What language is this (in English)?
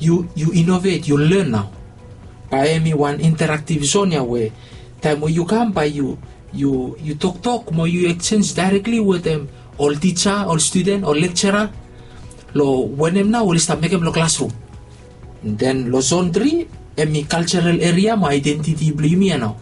Bislama